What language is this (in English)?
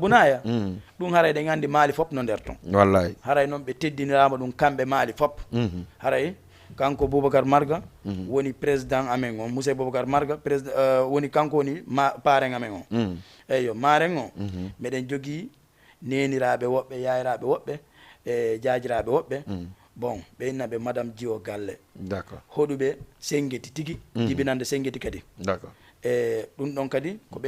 Fula